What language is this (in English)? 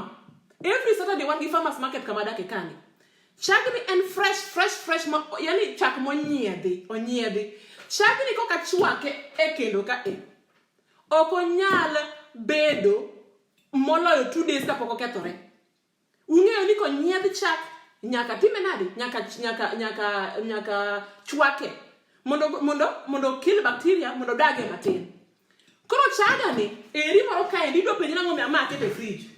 Luo (Kenya and Tanzania)